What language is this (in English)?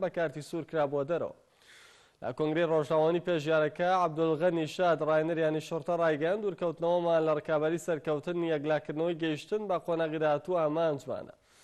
Central Kurdish